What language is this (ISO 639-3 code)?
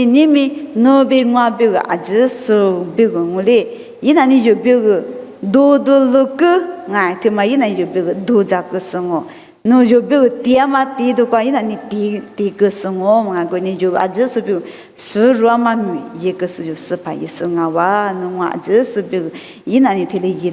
lis